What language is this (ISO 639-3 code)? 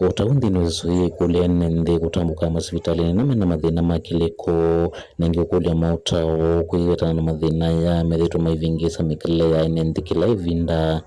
kam